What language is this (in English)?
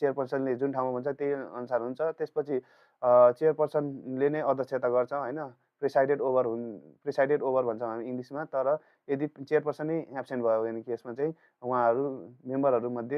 Nepali